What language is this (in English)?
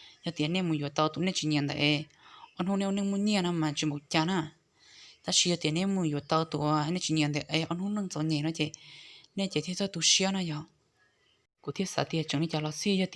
Hmong